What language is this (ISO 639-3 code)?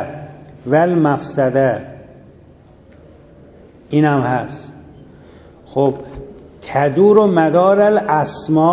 fas